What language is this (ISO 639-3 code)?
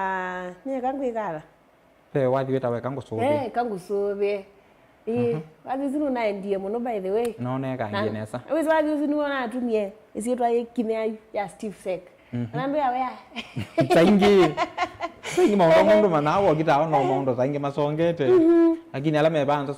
kam